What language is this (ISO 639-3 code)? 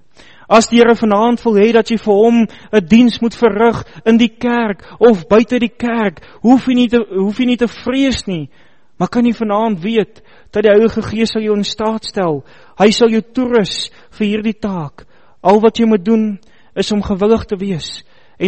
afr